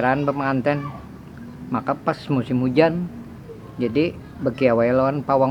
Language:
Banjar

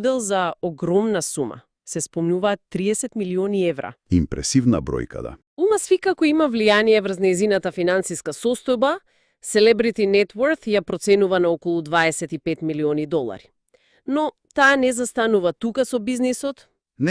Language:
Macedonian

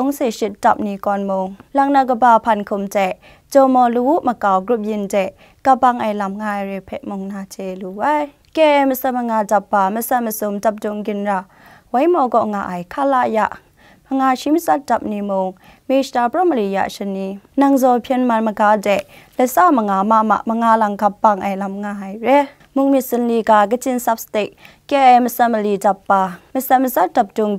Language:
Kachin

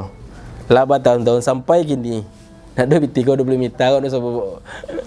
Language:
Minangkabau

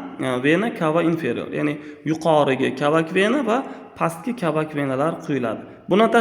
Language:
Uzbek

